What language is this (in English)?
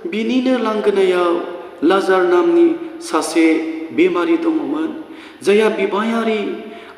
Bodo